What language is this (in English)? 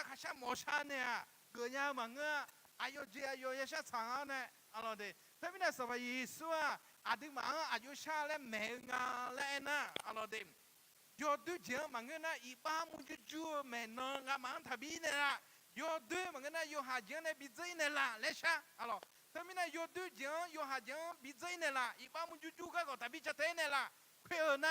Akha